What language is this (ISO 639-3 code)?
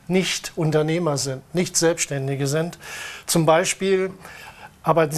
deu